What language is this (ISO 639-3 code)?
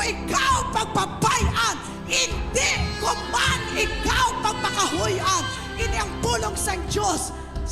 hil